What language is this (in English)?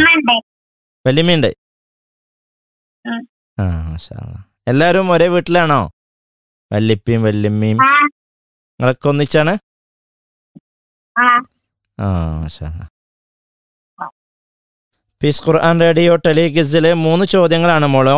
Malayalam